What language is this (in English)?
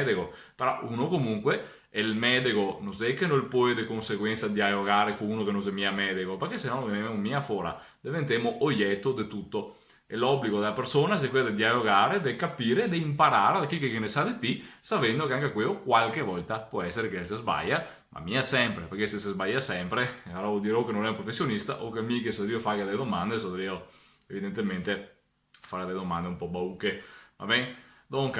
Venetian